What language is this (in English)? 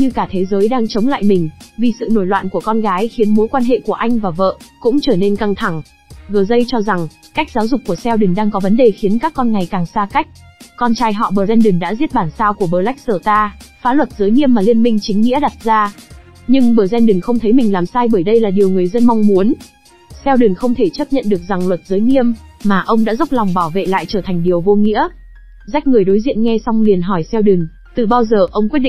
Vietnamese